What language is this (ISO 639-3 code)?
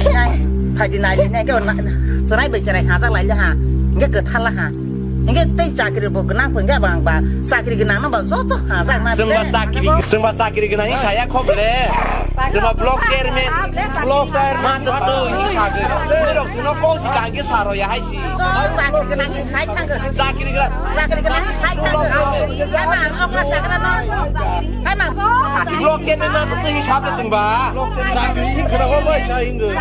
trp